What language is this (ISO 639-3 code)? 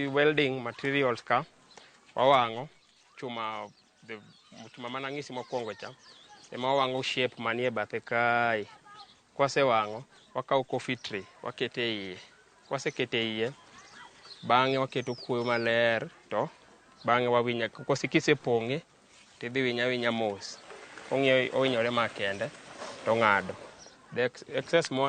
luo